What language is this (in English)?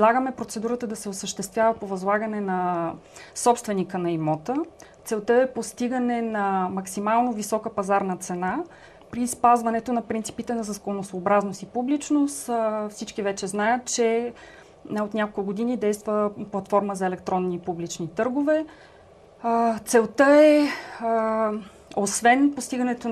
Bulgarian